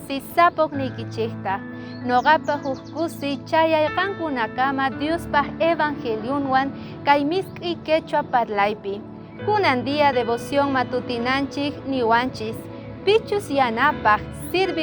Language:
South Bolivian Quechua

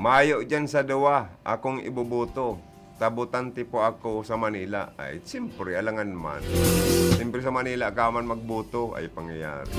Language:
Bikol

